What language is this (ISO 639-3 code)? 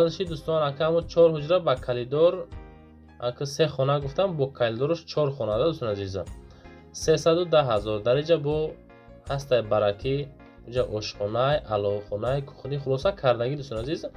tgk